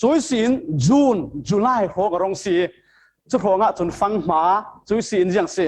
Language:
Falam Chin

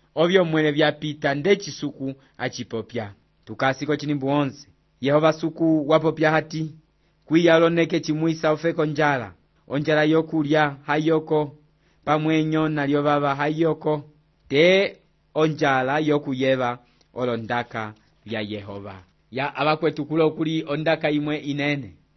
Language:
Umbundu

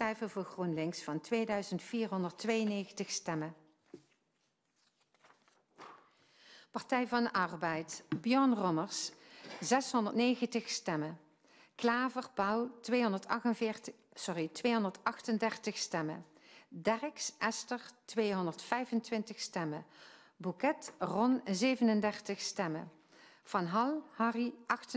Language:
Dutch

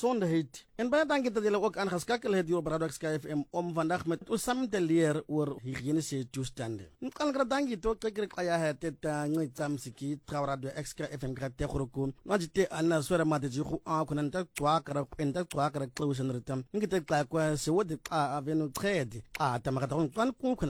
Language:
Afrikaans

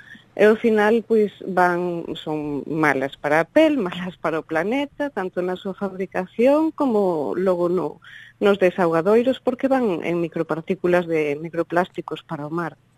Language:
Galician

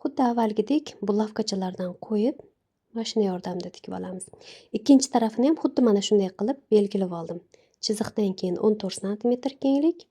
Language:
Uzbek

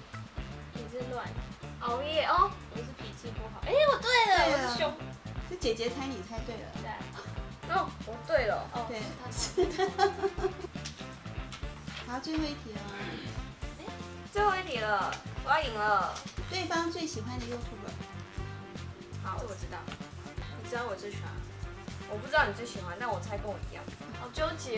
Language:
Chinese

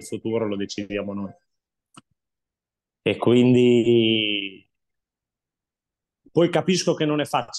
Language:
Italian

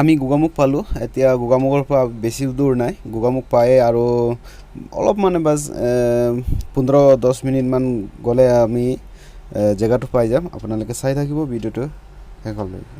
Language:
Assamese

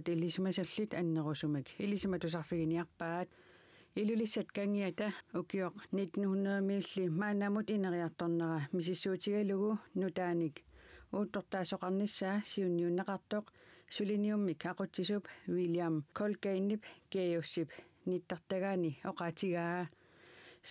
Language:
Kalaallisut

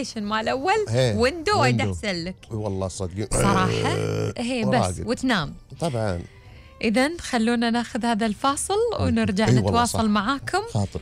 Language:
Gulf Arabic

